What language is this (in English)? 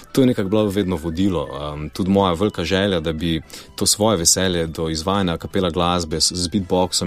Slovenian